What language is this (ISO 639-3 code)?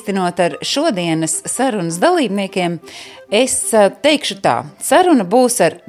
lav